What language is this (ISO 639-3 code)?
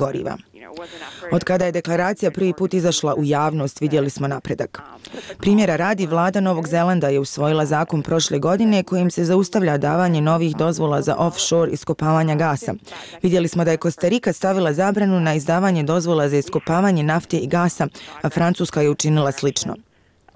bos